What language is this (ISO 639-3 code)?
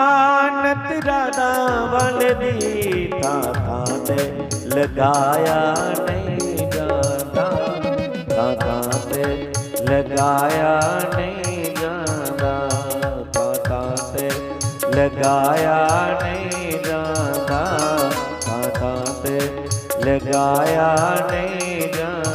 doi